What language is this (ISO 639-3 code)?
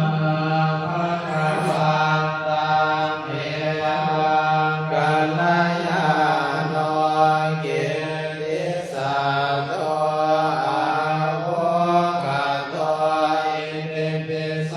pli